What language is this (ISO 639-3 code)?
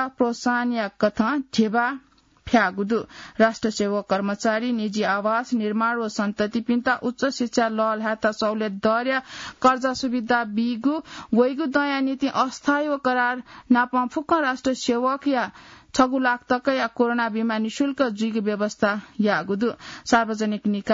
new